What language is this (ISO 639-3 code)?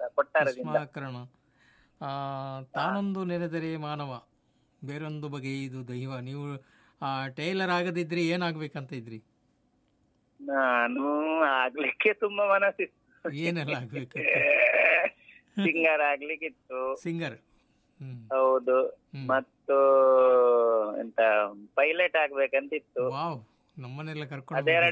kan